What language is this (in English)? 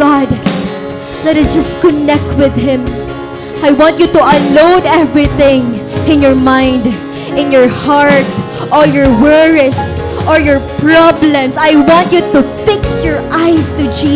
Waray